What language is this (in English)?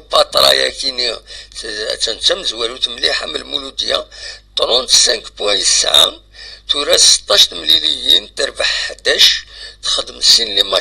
Kabyle